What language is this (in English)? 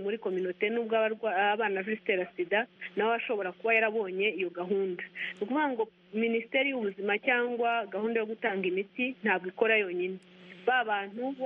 Kinyarwanda